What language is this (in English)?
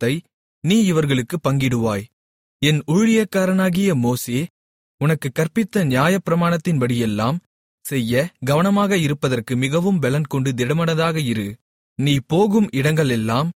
Tamil